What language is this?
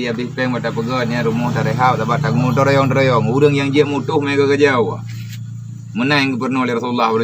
Achinese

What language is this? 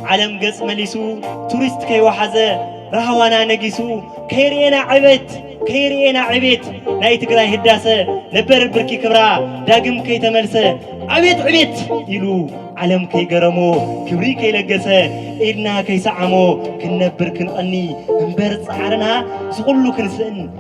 Tigrinya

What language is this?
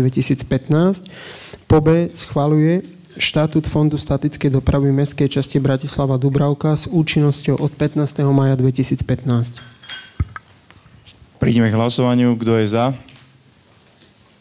Slovak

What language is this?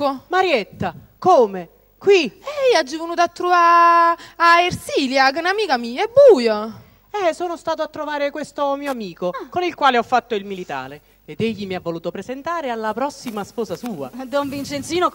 Neapolitan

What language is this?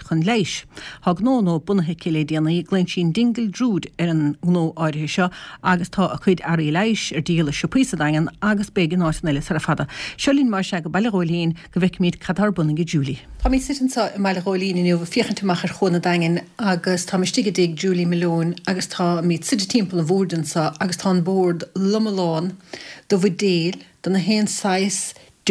Irish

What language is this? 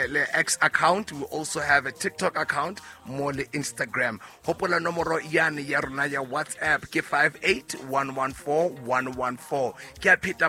Southern Sotho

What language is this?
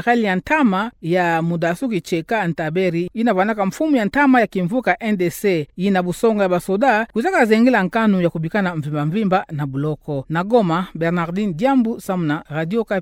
Kituba (Democratic Republic of Congo)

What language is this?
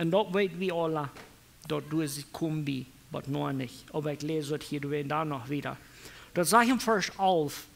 Plautdietsch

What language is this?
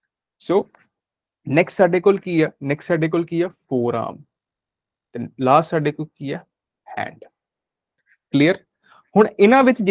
Punjabi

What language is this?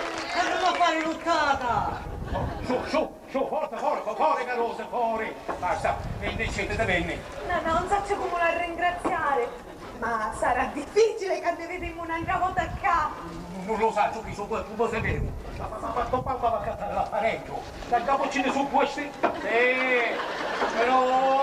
Sicilian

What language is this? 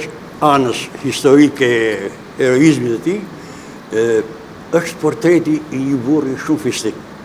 Albanian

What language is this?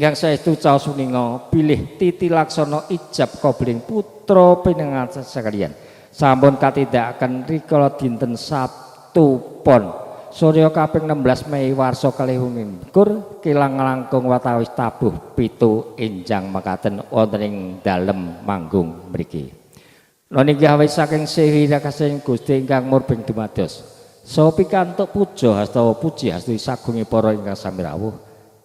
Javanese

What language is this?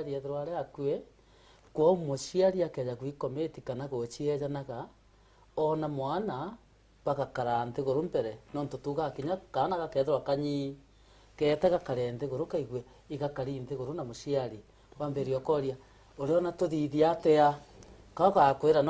Meru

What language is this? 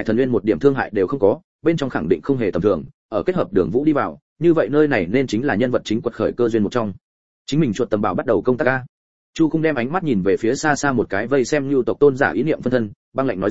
Vietnamese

